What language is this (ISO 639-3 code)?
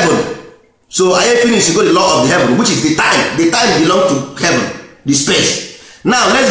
ibo